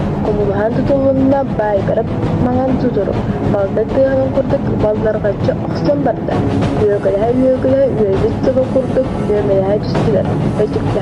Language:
Yakut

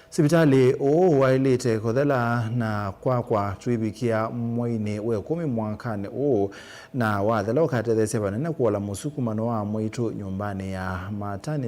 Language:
Kamba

